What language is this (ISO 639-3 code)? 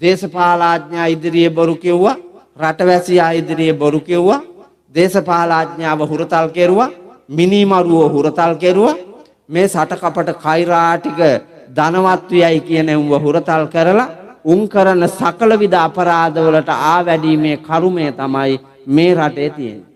sin